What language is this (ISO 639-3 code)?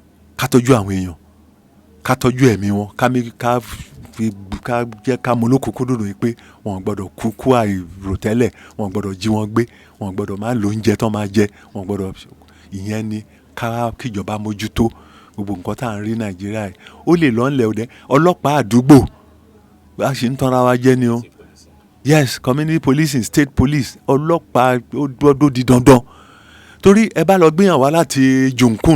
yor